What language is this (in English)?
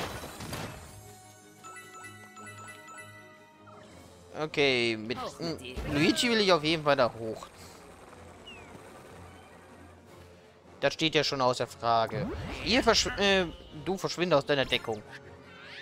German